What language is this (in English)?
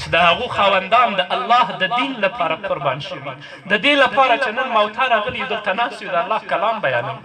Pashto